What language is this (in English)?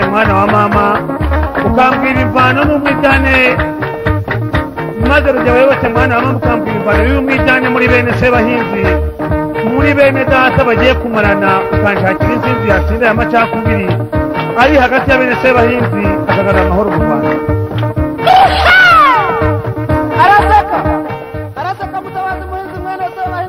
Kinyarwanda